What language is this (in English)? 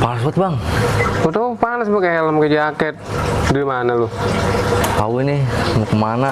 Betawi